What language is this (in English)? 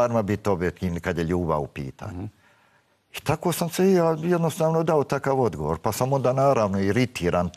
Bosnian